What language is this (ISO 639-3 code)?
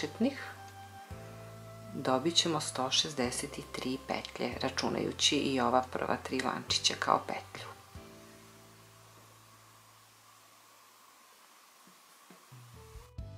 srp